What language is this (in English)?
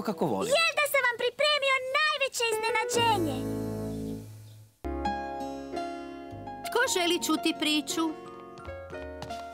Croatian